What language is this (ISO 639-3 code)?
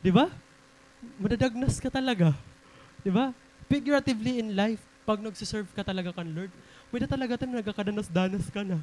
war